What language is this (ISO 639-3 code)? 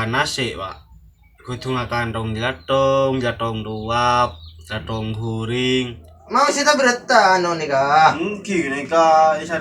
mad